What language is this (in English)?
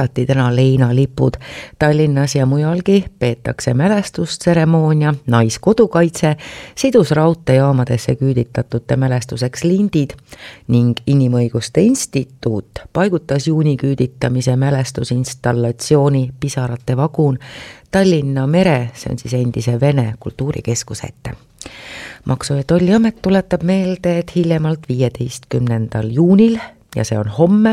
Estonian